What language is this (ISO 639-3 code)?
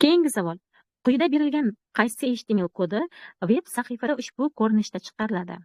uzb